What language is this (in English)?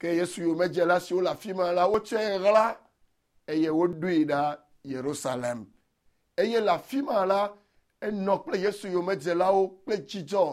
Ewe